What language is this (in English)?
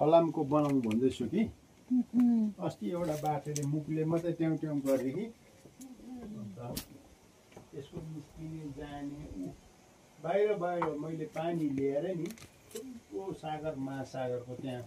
Nepali